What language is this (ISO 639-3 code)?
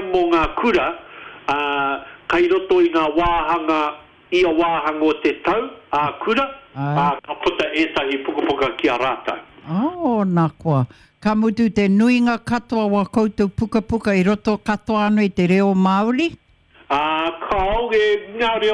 mri